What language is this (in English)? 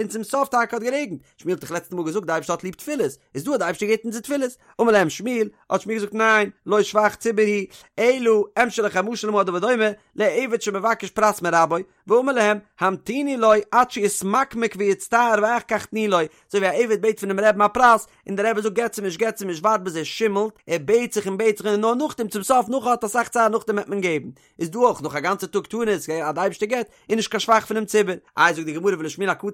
Yiddish